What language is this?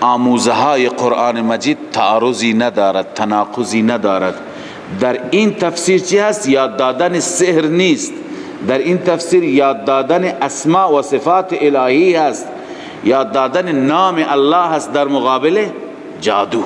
Persian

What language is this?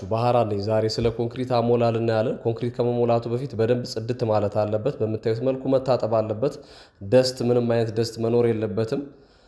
Amharic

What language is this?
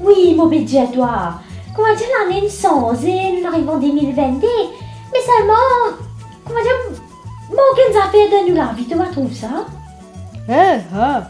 Morisyen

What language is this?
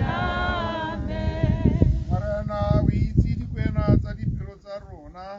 Tswana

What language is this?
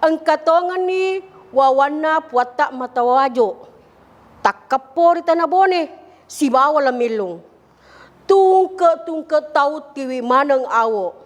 Buginese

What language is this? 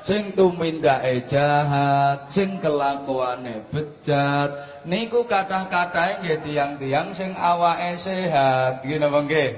Javanese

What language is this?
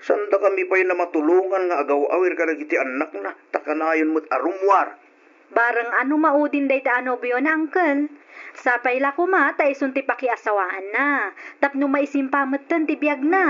Iloko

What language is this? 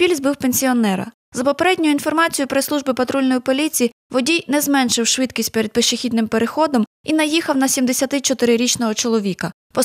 Ukrainian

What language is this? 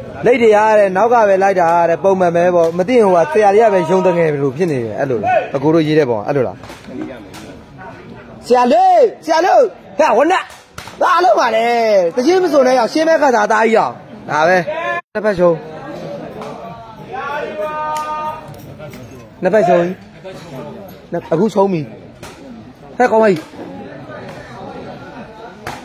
Burmese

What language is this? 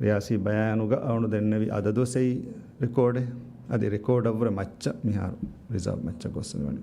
Divehi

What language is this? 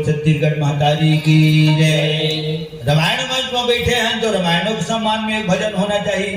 Chhattisgarhi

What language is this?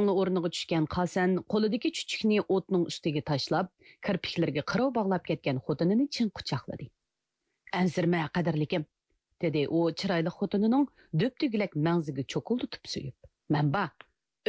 Uyghur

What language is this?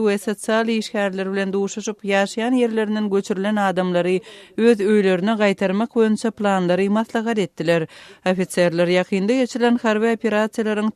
Turkmen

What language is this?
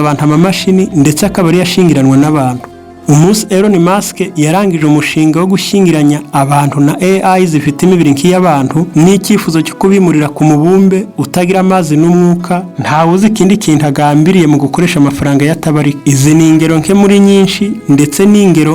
Kinyarwanda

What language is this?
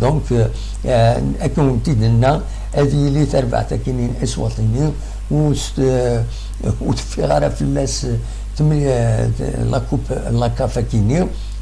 Kabyle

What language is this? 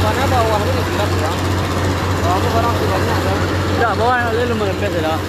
Minangkabau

